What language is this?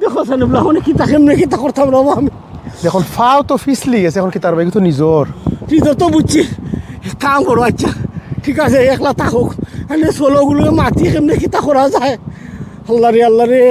Sylheti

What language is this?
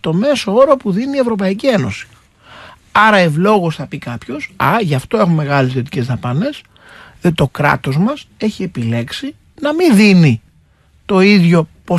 Greek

